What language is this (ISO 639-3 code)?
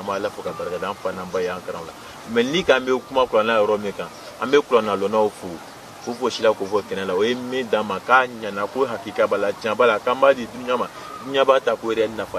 bam